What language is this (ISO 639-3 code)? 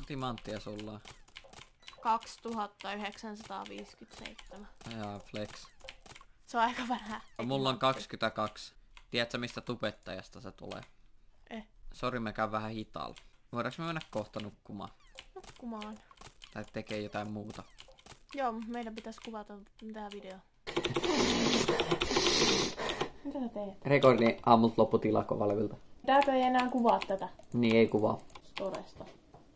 fin